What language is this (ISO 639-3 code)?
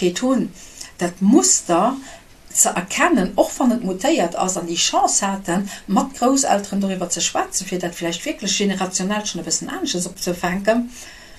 ltz